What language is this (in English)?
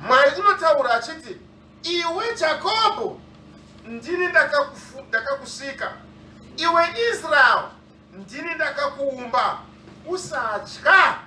Shona